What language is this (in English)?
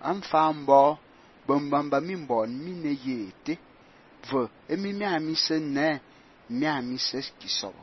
Fang